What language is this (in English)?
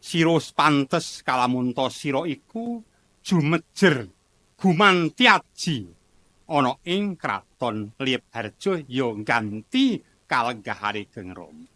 Javanese